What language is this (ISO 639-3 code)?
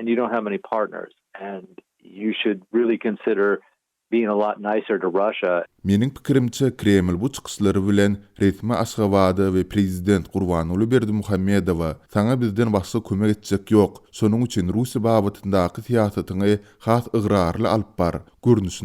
tuk